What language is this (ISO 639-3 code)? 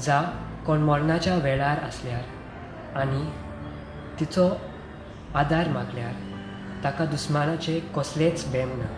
kok